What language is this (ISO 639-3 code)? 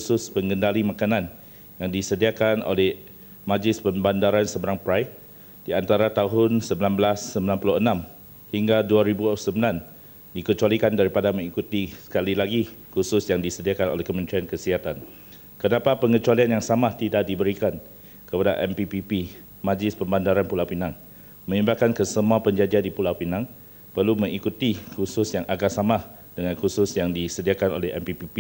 msa